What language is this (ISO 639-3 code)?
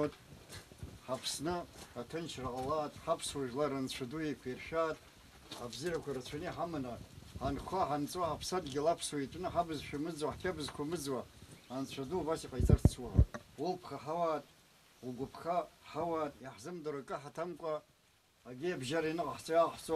abk